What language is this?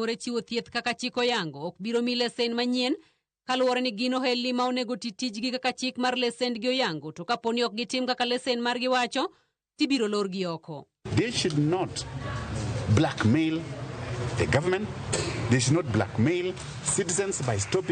Luo (Kenya and Tanzania)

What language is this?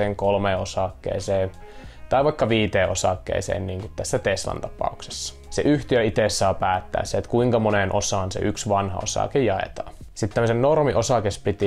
Finnish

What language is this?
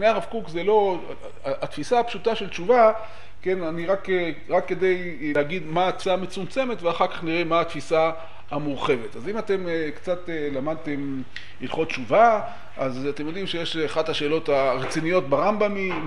Hebrew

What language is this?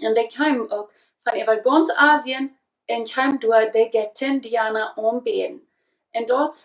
Plautdietsch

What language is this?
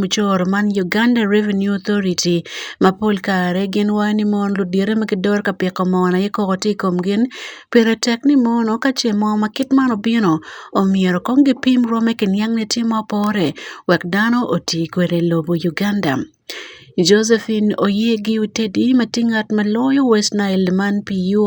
Acoli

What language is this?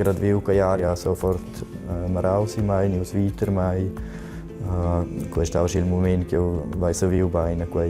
Romansh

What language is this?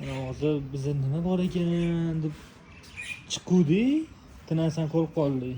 Uzbek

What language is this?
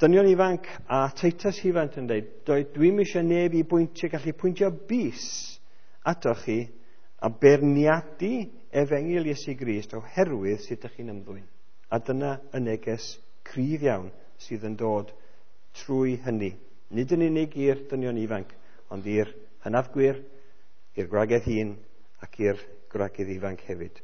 Welsh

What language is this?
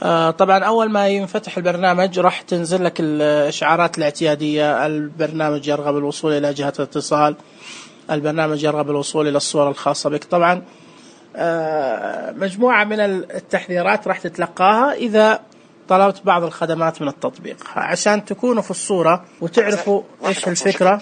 Najdi Arabic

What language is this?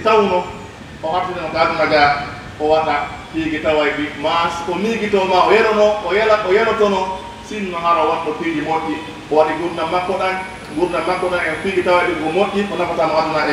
Pular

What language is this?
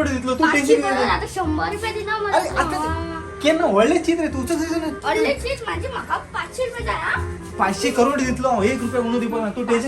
Konkani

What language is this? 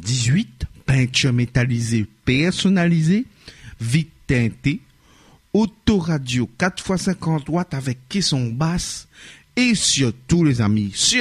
Réunion Creole French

